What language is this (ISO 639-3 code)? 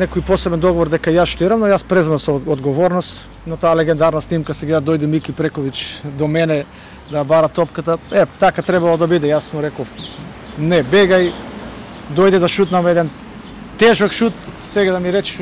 mkd